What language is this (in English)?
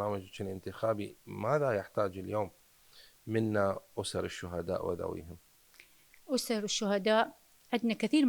Mesopotamian Arabic